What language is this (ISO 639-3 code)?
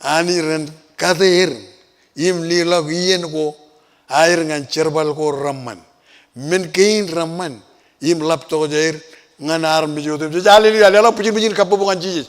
mah